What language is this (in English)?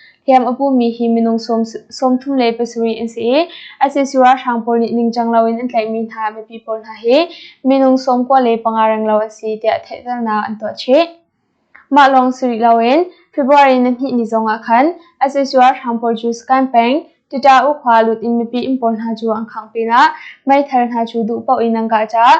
Hakha Chin